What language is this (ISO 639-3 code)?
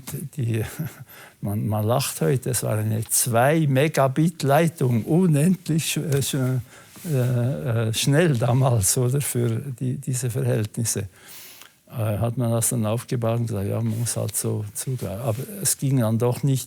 gsw